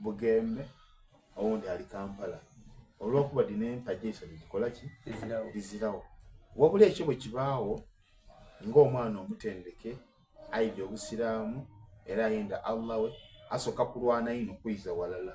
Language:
Soga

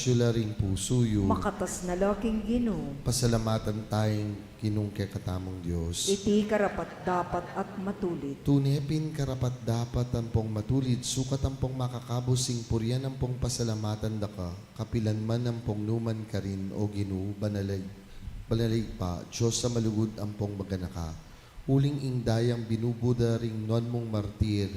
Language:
Pampanga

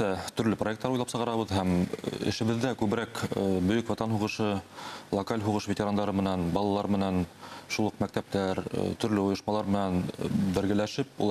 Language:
Bashkir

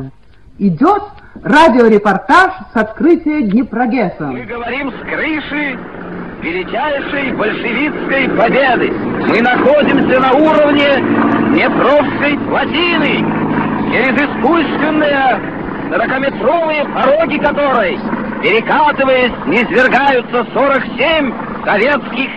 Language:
Russian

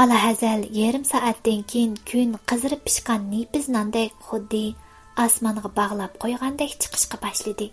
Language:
Uyghur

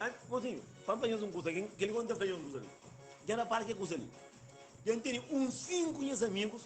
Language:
Kabuverdianu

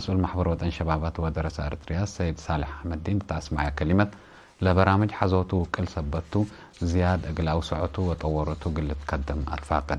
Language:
Tigre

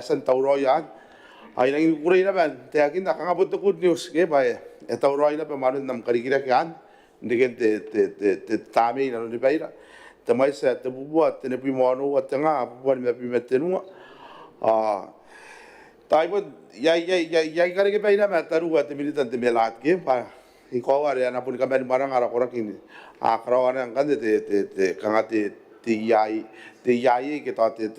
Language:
Gilbertese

